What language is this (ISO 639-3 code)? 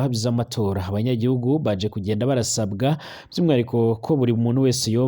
run